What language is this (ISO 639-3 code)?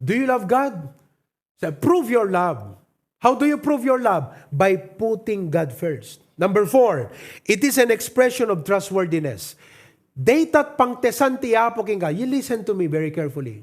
ilo